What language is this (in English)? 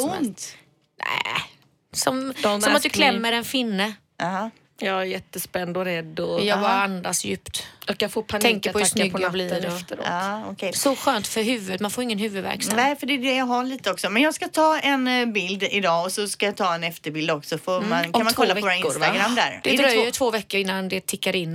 Swedish